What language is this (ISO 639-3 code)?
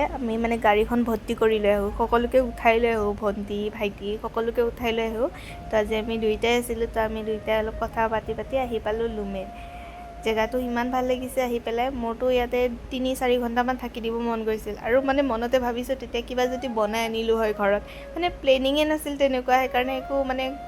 asm